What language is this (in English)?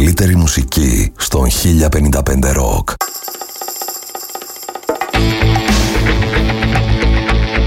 Greek